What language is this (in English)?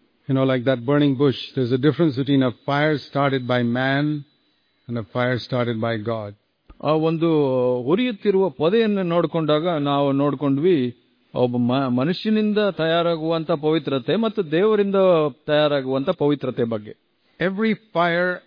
Kannada